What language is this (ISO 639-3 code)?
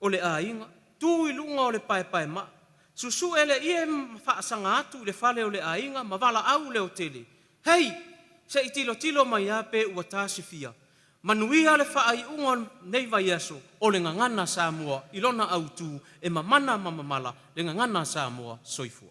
smo